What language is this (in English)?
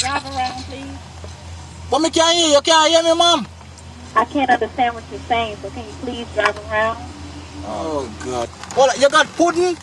Jamaican Creole English